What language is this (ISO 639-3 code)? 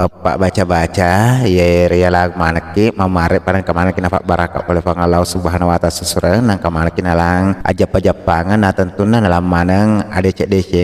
bug